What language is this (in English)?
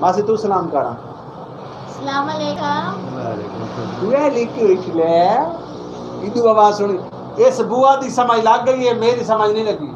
Saraiki